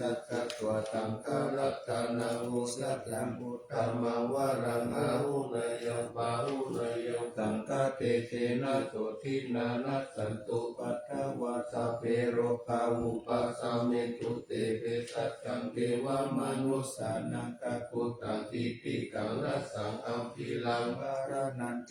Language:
Pali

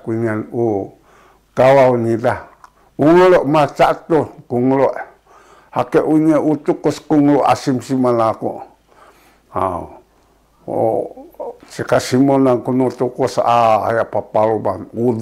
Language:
Sakizaya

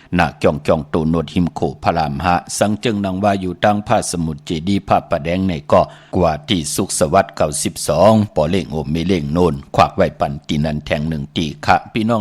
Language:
Shan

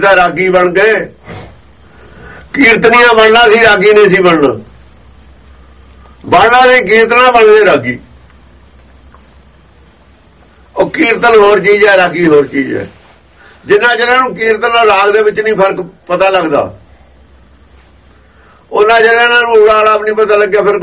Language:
Punjabi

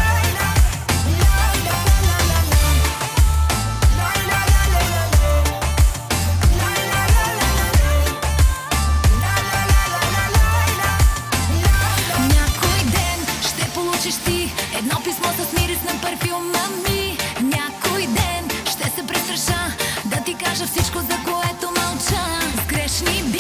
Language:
Bulgarian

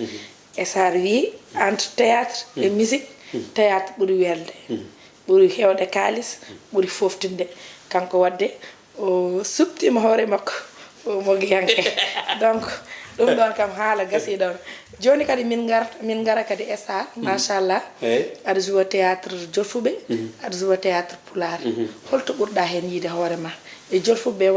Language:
Fula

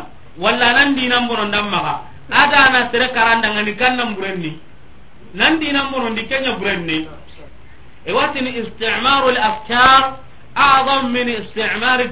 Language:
Soninke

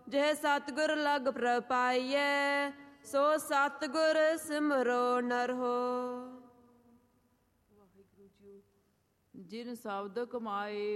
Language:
Punjabi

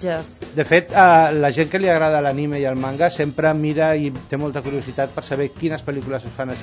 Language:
Catalan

